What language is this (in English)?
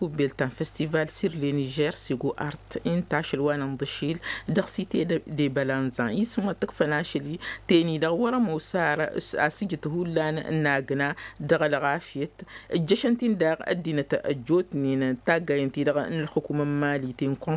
Tamasheq